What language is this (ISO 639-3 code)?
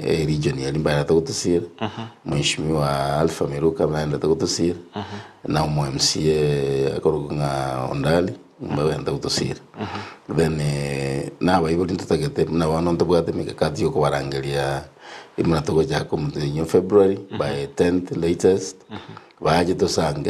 guz